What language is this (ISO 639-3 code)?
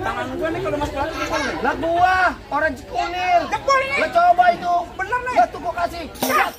bew